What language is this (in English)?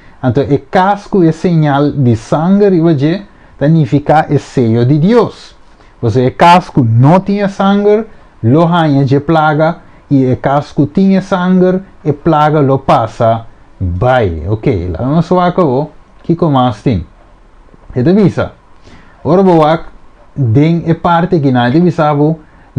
Papiamento